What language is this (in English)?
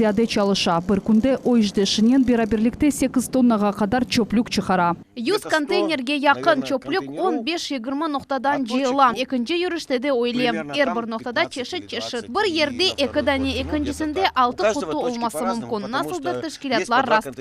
Crimean Tatar